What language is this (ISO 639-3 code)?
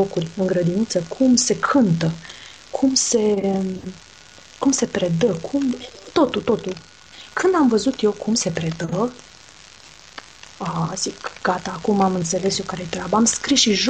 ron